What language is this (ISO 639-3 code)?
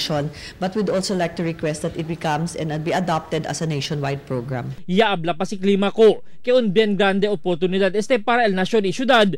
cbk